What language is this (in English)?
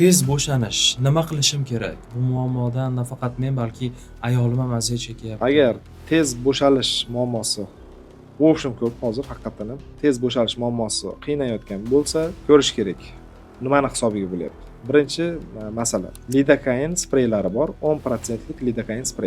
Uzbek